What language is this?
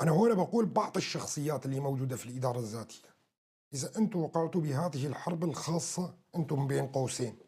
North Levantine Arabic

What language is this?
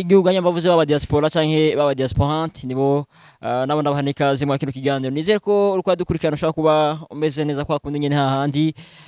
Rundi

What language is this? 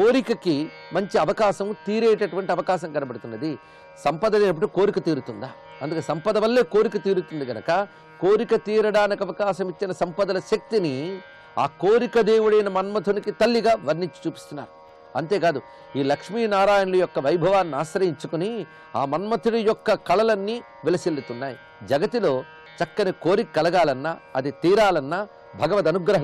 Telugu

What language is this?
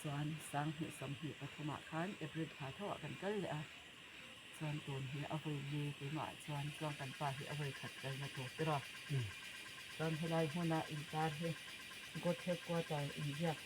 Mizo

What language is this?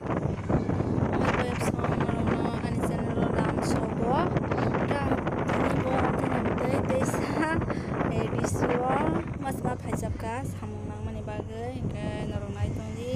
Kok Borok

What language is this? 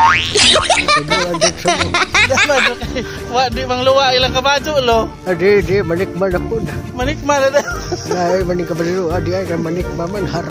Filipino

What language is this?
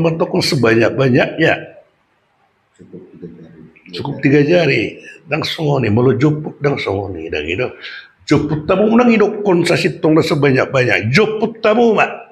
Batak Toba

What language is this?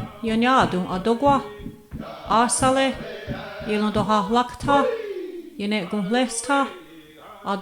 Mohawk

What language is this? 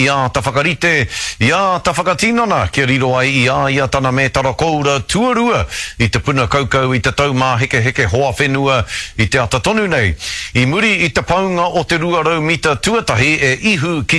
Māori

